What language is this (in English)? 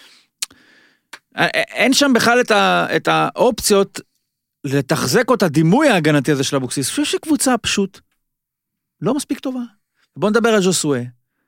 Hebrew